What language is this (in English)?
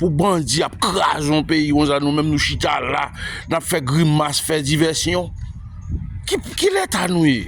Haitian Creole